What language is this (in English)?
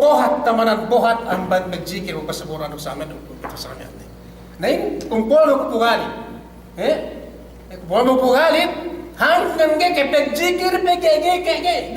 Yakan